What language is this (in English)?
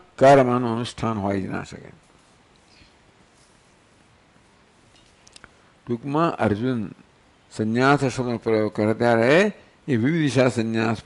Gujarati